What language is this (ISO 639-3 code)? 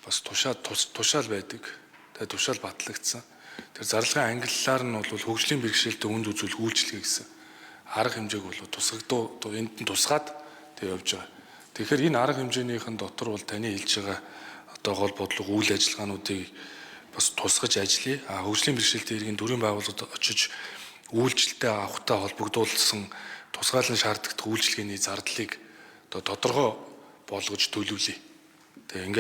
mon